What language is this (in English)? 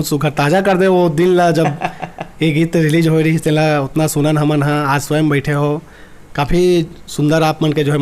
Chhattisgarhi